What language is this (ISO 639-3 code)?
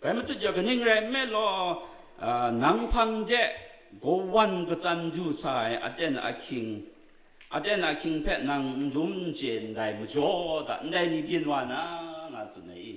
kac